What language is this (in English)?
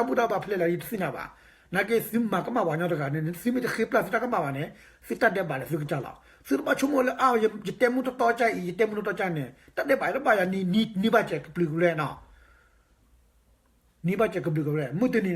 S'gaw Karen